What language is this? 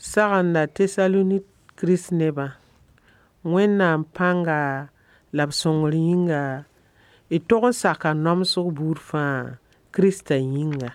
Mossi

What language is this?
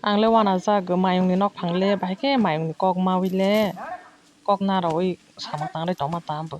Kok Borok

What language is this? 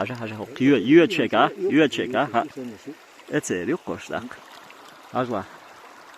Chechen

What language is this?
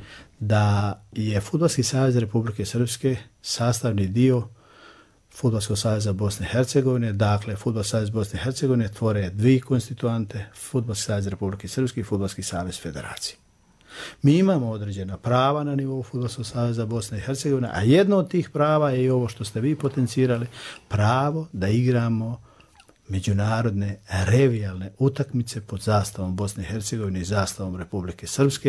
Serbian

